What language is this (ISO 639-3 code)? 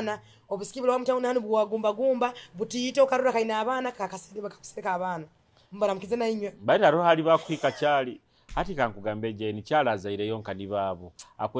nyo